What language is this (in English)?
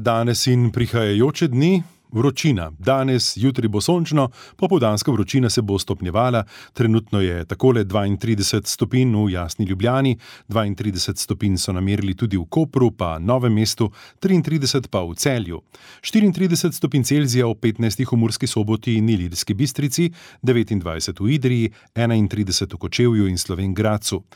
Slovenian